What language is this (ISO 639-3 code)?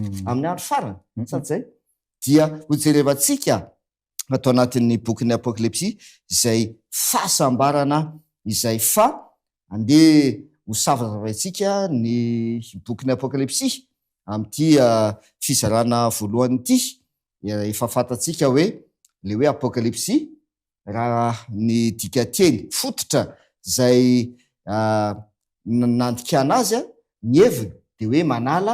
mlg